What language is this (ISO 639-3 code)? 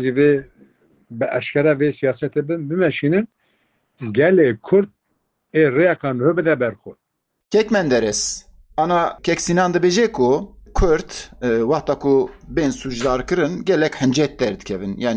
kur